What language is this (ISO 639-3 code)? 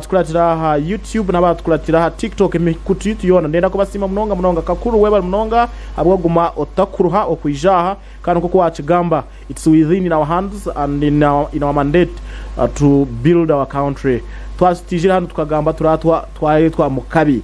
nyn